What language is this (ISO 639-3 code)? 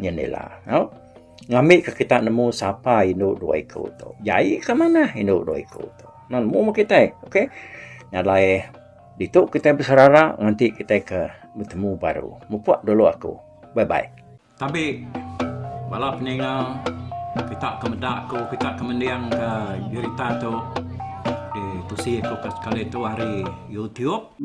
iba